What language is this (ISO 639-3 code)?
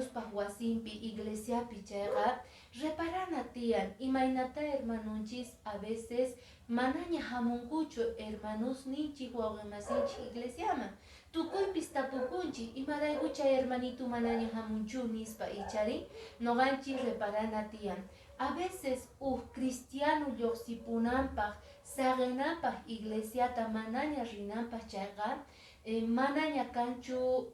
que